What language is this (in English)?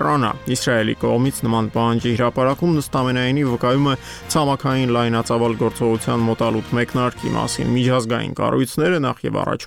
Armenian